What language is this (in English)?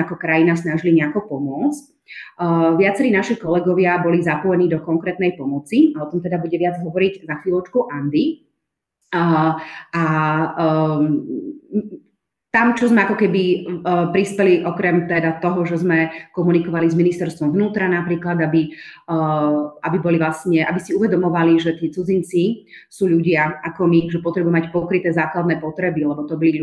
Slovak